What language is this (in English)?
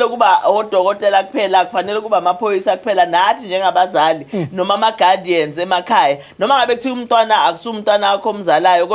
Zulu